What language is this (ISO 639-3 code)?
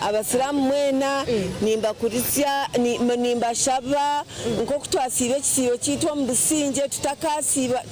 nyn